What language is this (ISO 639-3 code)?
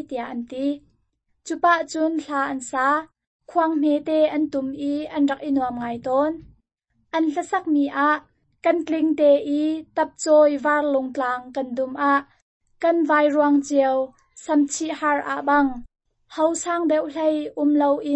cnh